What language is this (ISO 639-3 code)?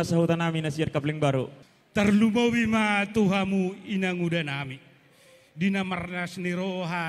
bbc